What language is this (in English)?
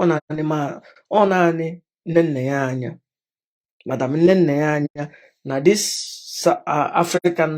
Igbo